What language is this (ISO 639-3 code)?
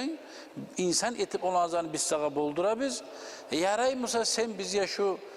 kum